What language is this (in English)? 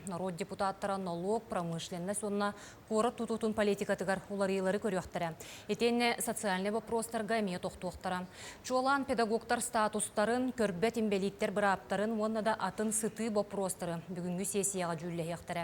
Yakut